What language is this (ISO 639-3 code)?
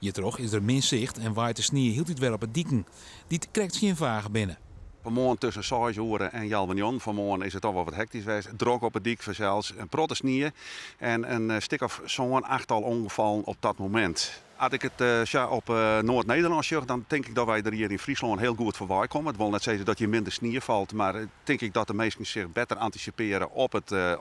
fry